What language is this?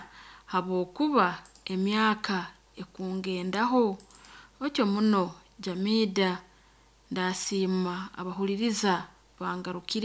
Nyoro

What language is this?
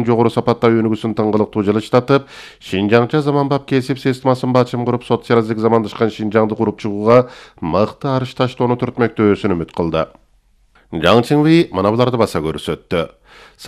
Kyrgyz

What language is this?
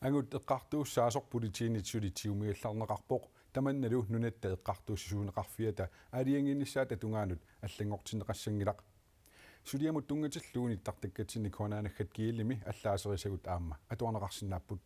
Kalaallisut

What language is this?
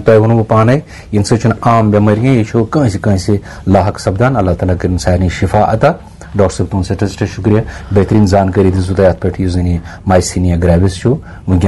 Kashmiri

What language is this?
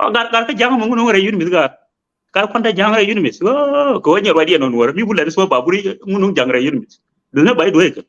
Nuer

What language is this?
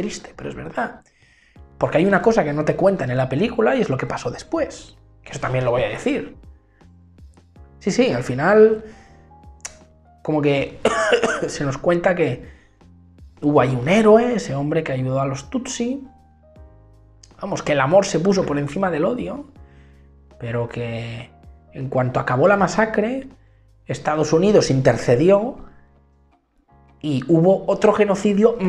Spanish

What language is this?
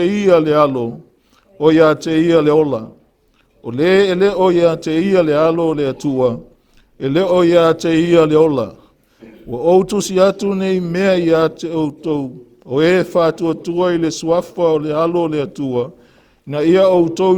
Samoan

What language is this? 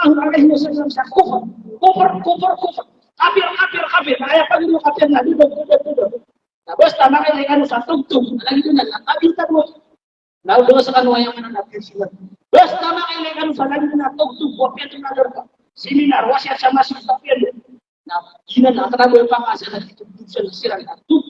Maranao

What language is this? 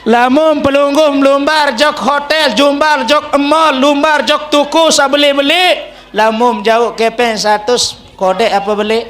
Sasak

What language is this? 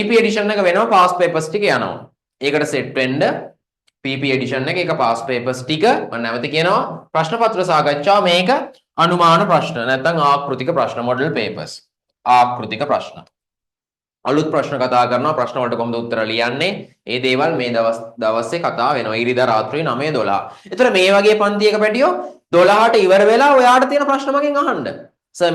Sinhala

